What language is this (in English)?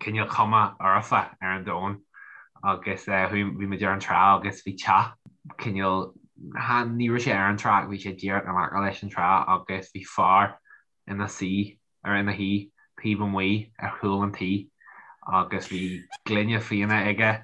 Irish